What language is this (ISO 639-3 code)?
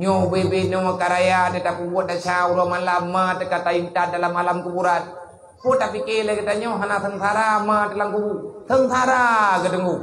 ace